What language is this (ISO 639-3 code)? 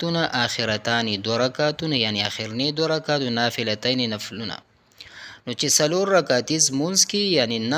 pus